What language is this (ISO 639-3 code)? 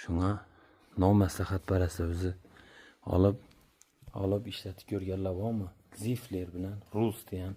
uzb